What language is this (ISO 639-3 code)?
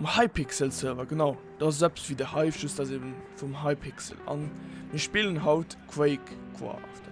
ltz